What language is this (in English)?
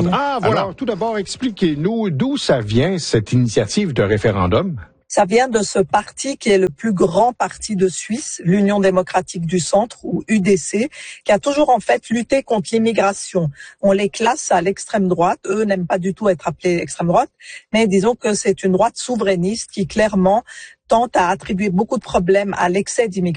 French